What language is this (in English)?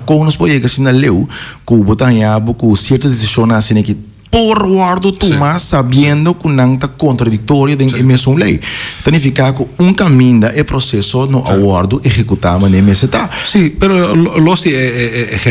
Papiamento